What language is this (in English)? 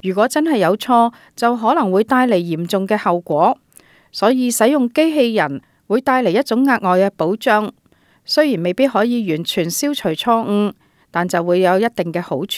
Cantonese